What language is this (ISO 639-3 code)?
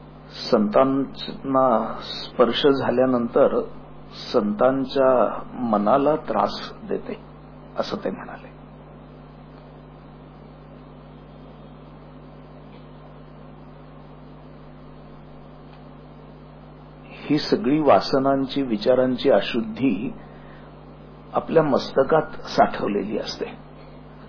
mar